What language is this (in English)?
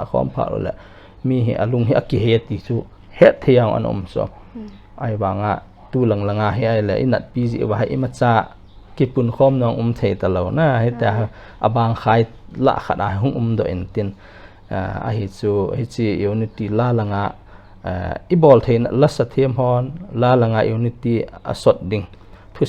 Paite Chin